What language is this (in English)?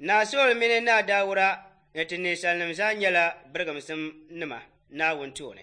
Dagbani